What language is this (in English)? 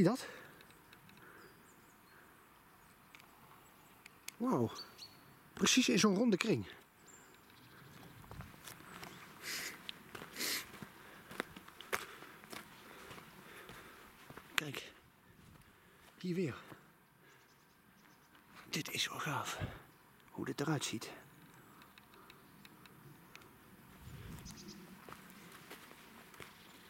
Dutch